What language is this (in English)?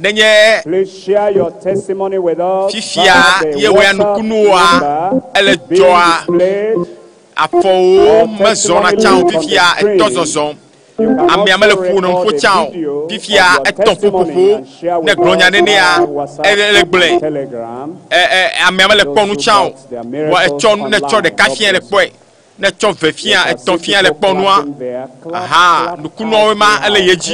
Ewe